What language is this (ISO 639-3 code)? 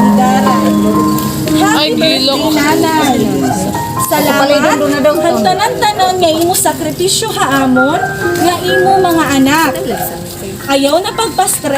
war